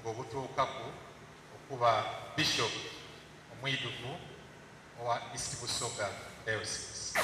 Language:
Soga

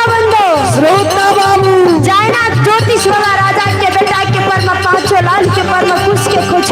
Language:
Maithili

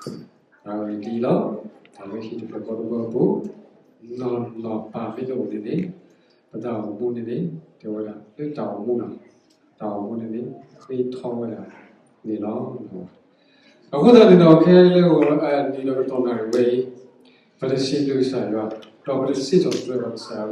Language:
S'gaw Karen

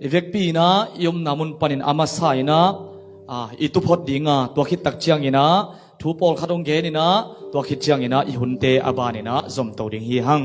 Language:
Tedim Chin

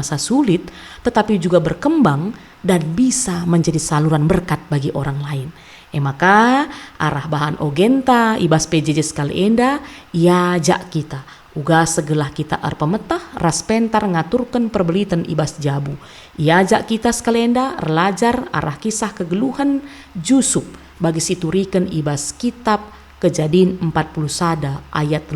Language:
Batak Karo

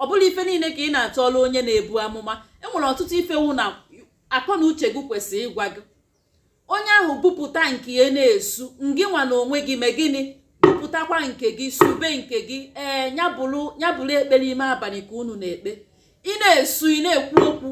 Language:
Igbo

